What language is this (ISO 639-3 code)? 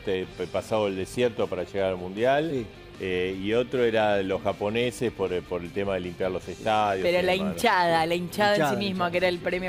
spa